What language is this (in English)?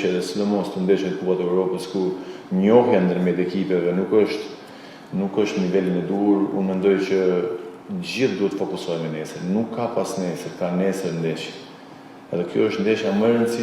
Albanian